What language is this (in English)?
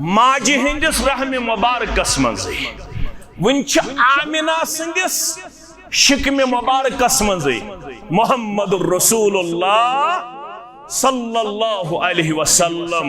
Kashmiri